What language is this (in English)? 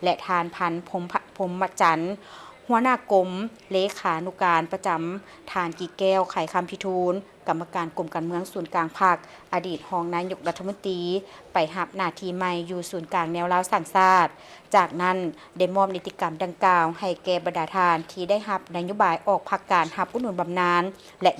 Lao